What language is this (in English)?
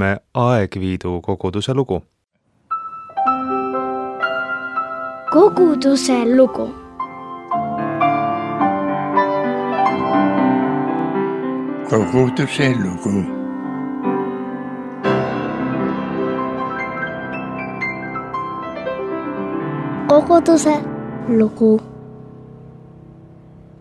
Estonian